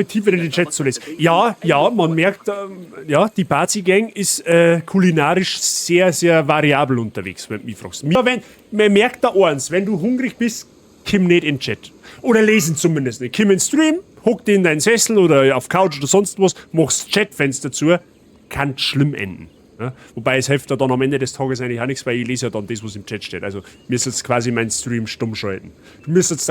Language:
Bavarian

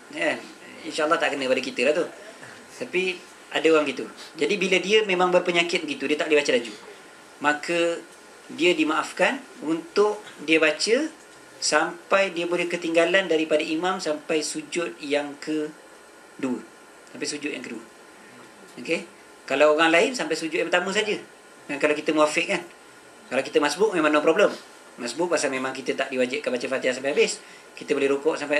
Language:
Malay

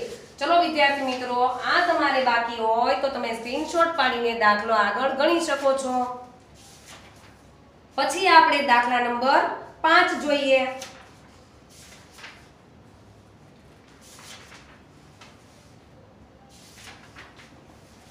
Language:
Gujarati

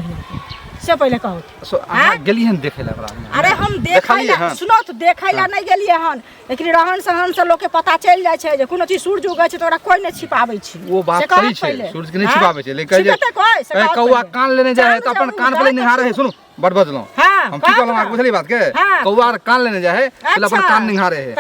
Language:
Maithili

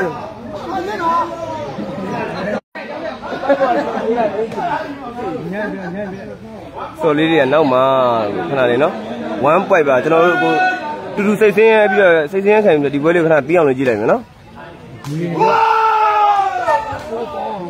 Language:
Burmese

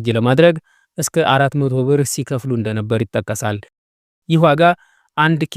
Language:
Amharic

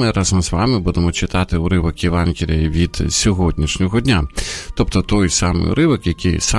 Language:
Ukrainian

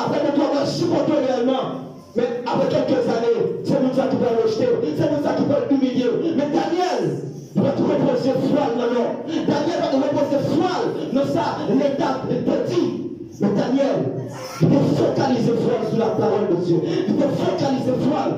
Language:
Haitian Creole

